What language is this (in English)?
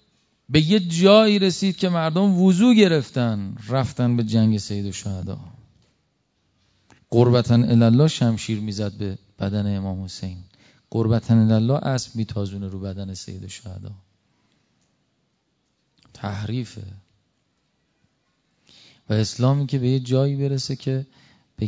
Persian